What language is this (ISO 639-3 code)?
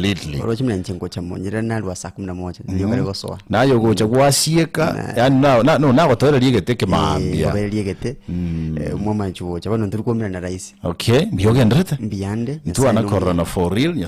guz